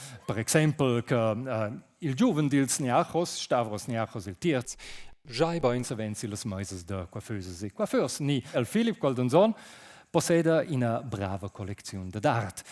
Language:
Romansh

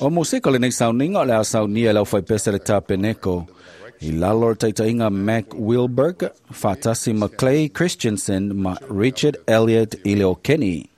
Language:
Samoan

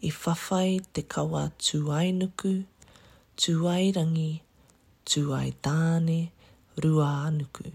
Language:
Māori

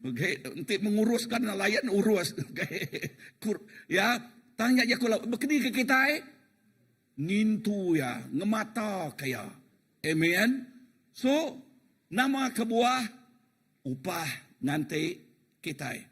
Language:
Iban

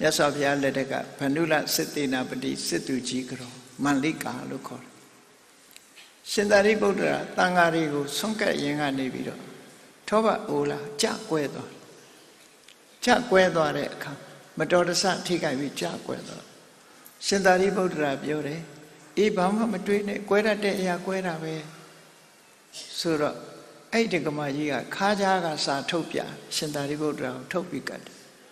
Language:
Burmese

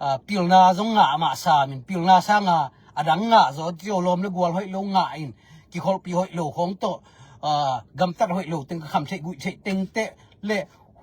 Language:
Tedim Chin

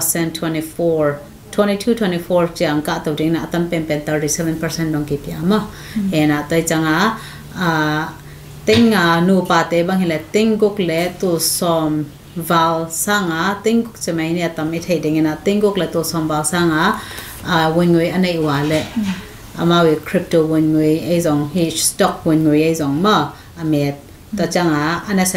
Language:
Tedim Chin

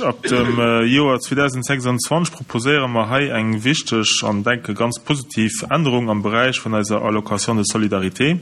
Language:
Luxembourgish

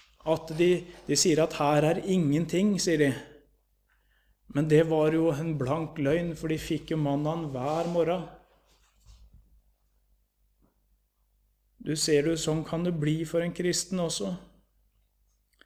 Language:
Norwegian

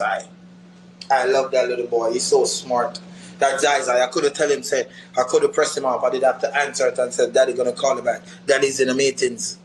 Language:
Jamaican Creole English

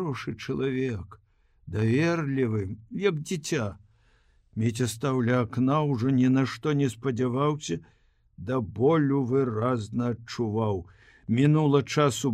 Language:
Belarusian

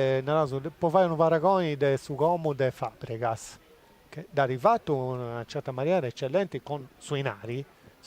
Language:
Sardinian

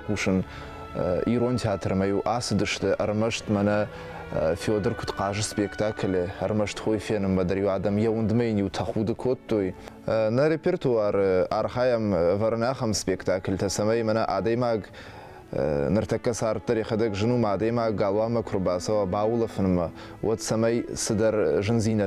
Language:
Ossetic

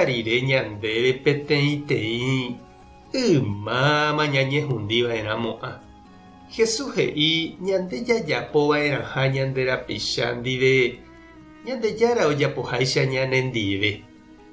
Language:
Guarani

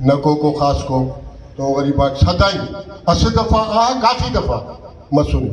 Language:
Brahui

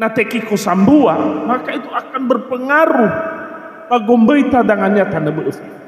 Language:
Nias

